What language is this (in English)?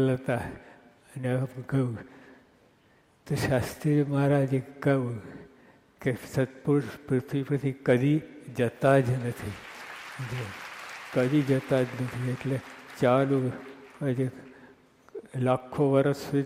Gujarati